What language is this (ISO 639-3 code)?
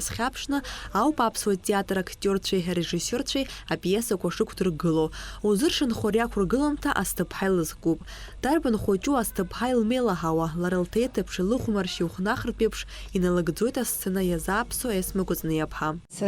abk